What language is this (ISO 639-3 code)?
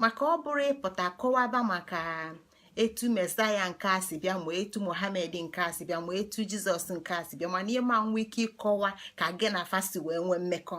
ibo